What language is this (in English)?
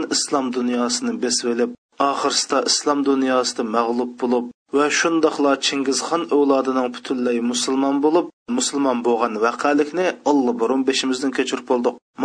Uyghur